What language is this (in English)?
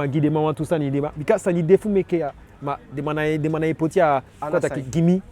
Eastern Maroon Creole